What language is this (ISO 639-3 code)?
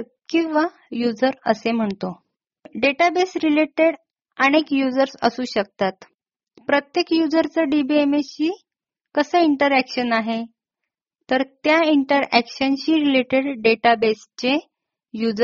mar